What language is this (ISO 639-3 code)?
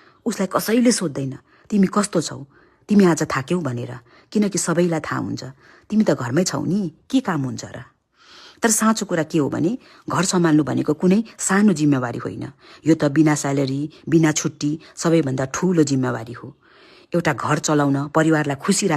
nep